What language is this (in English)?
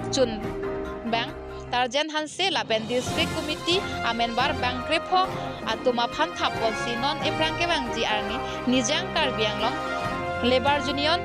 Karbi